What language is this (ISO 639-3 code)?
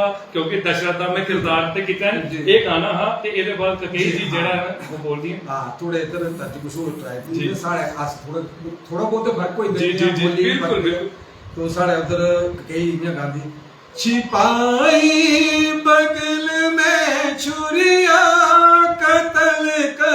doi